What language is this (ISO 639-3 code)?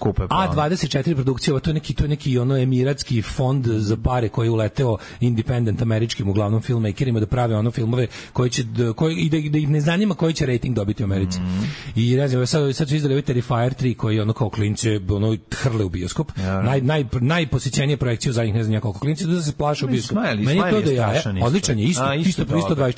srp